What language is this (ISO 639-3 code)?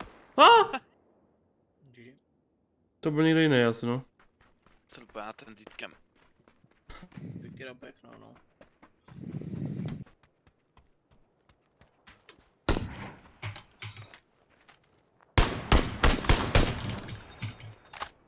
tur